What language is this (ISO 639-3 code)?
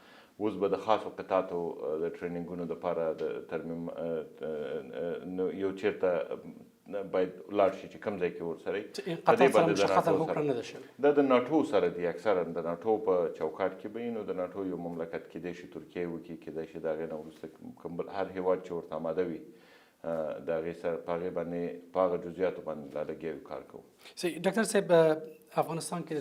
pus